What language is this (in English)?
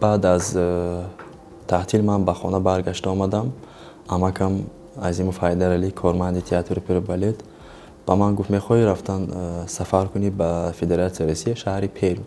Tajik